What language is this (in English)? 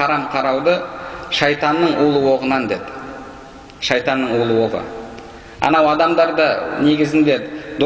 Kazakh